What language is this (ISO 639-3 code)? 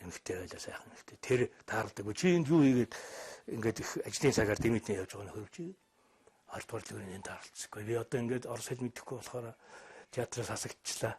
mon